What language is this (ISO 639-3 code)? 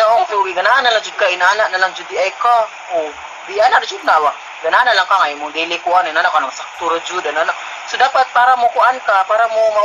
ceb